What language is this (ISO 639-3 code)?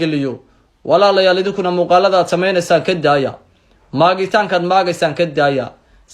som